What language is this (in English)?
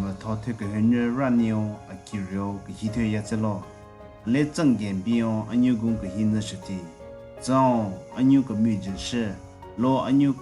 Southern Rengma Naga